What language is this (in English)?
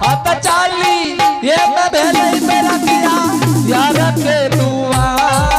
Angika